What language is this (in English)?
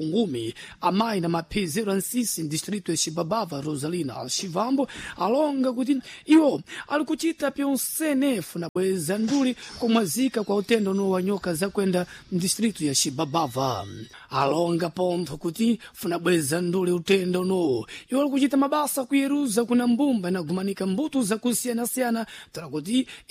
Sena